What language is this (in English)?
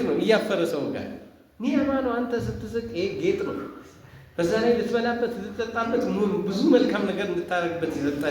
Amharic